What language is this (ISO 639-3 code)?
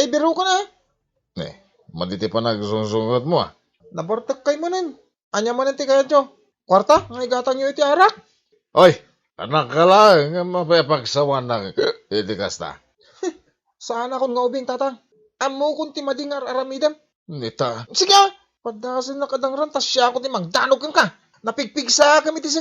ilo